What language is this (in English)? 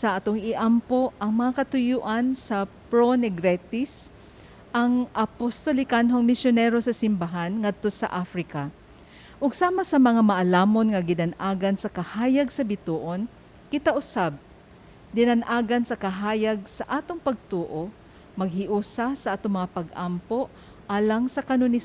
Cebuano